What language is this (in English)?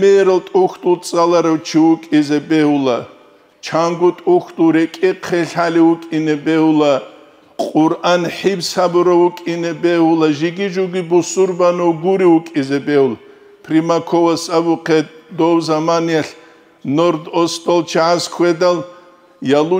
Avaric